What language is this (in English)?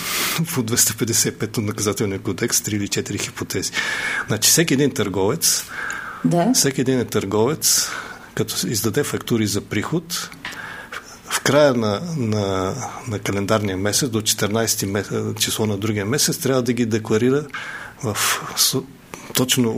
Bulgarian